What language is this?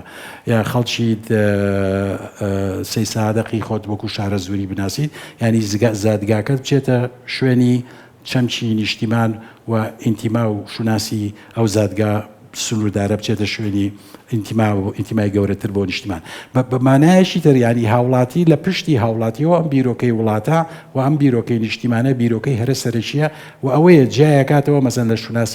Central Kurdish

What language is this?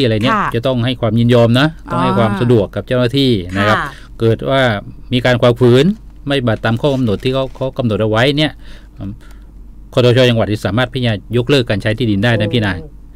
Thai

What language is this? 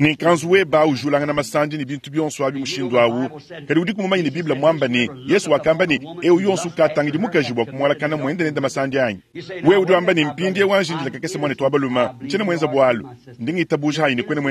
Luba-Lulua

